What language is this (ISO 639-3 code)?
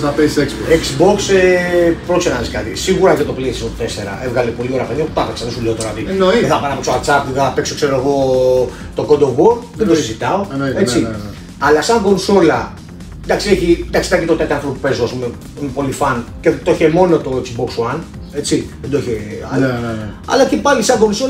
ell